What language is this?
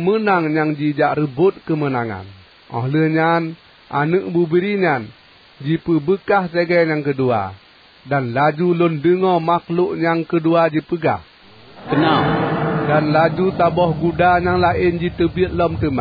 Achinese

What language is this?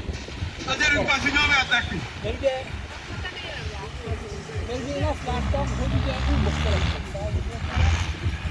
Hungarian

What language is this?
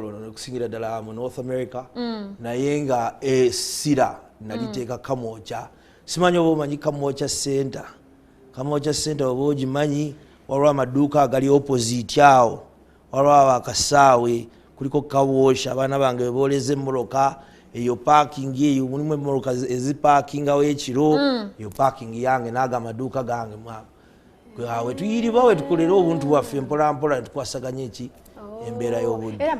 Ganda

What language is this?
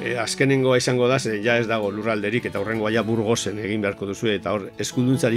Basque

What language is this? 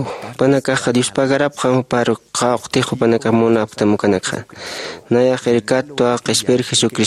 Aymara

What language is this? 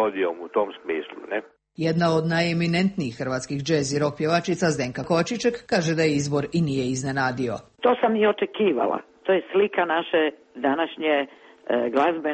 Croatian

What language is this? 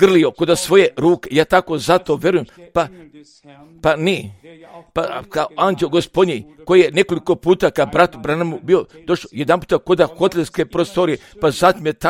Croatian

